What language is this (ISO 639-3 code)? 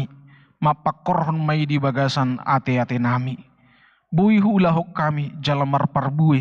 bbc